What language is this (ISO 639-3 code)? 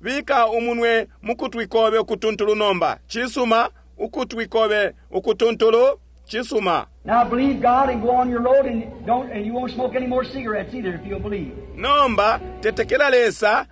bem